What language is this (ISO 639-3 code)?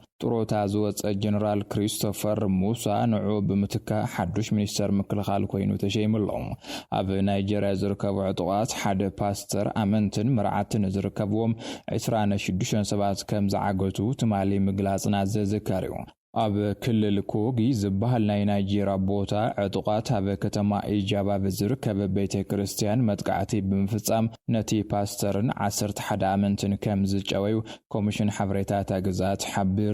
tir